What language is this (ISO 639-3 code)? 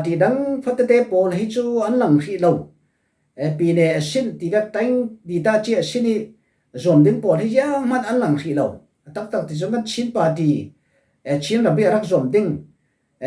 cfm